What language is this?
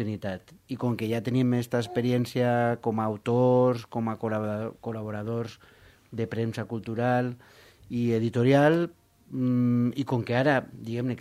Catalan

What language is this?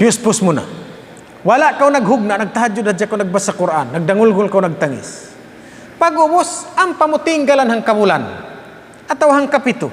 Tausug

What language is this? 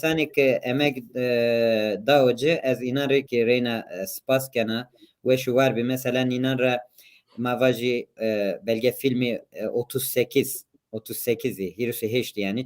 Zaza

